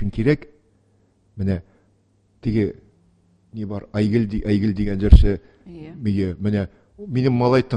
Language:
Tatar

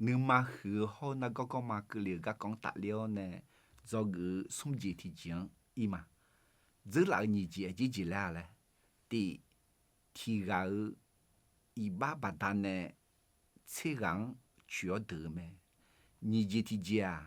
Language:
Akha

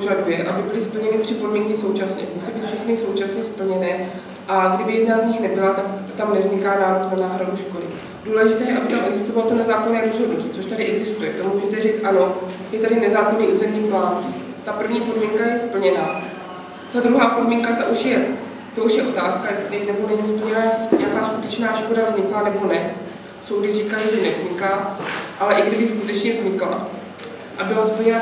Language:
Czech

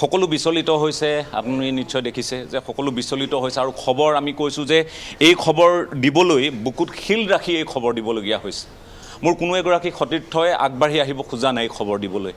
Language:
Assamese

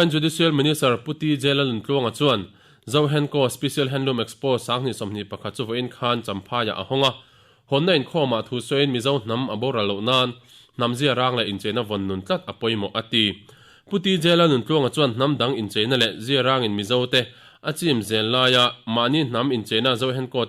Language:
Mizo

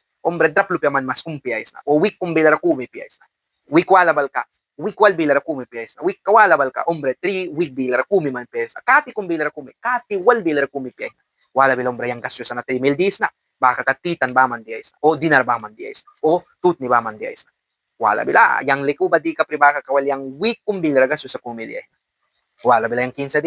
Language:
Mískito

